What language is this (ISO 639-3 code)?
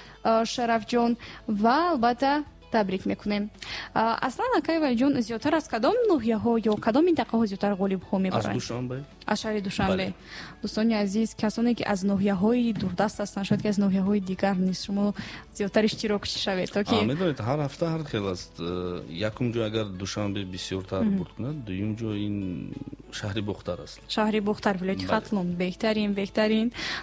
tgk